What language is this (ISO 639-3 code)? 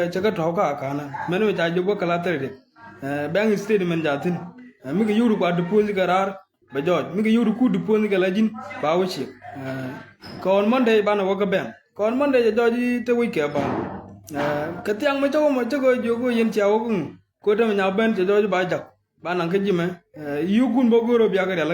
nus